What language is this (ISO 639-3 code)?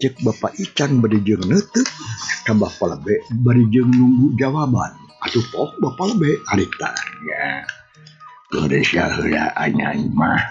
sun